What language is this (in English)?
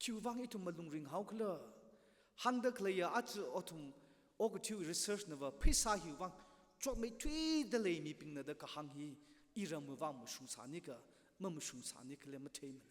Tangkhul Naga (India)